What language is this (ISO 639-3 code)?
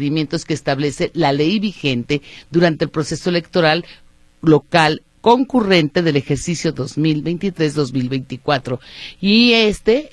spa